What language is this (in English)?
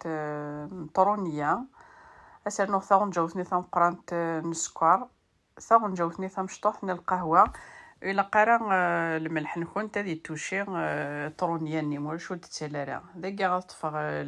Kabyle